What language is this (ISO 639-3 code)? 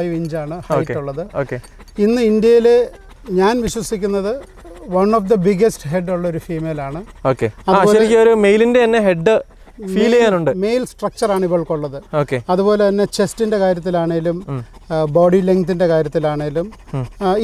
mal